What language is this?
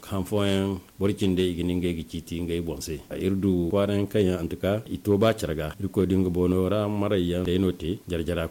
Zarma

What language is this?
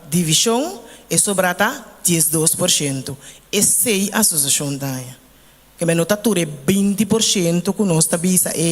Papiamento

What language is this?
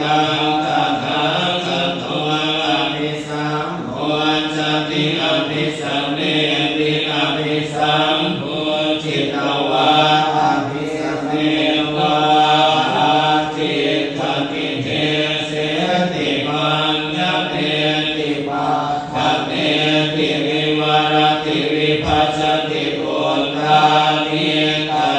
Pali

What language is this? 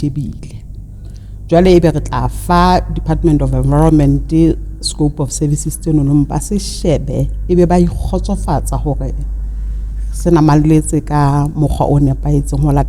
Southern Sotho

